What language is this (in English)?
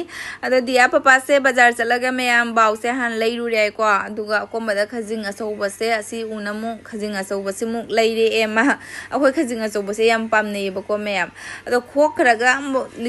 Manipuri